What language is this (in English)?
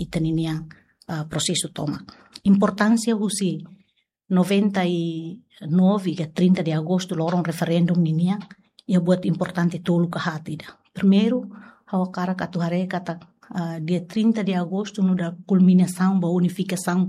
Tetum